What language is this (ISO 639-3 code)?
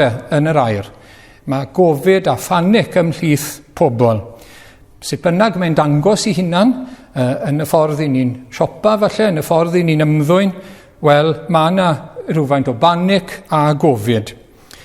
cym